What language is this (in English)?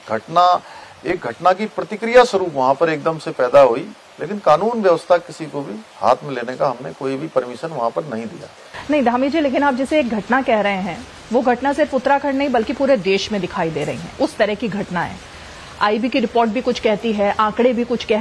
Hindi